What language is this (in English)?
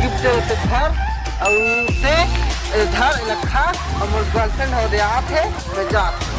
Chhattisgarhi